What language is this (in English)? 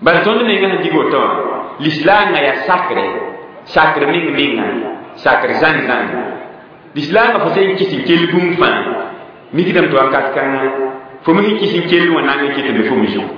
Mossi